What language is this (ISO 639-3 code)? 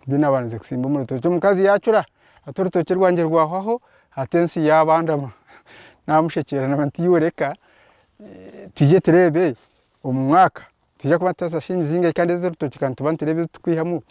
nyn